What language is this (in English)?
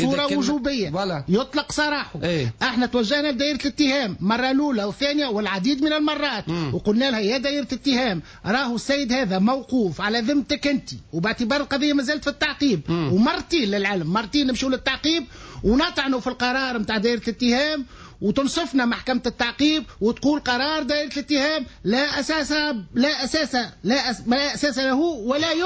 Tunisian Arabic